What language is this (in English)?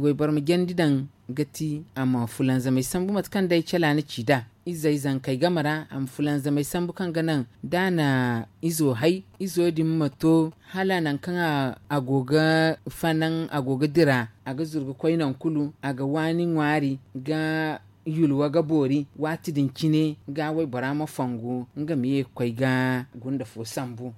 Zarma